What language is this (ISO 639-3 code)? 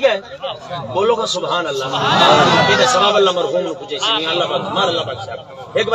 skr